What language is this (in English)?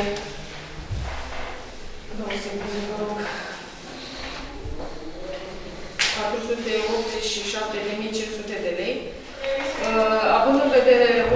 Romanian